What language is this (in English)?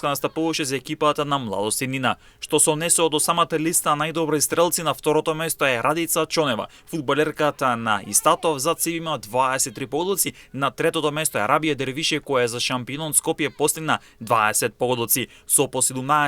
Macedonian